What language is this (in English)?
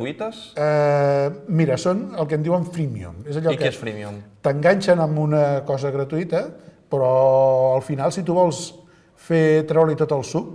Catalan